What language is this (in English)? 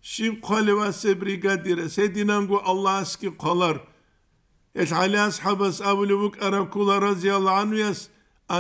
Avaric